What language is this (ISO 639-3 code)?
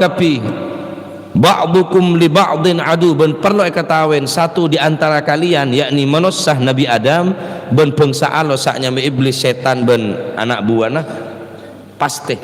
mad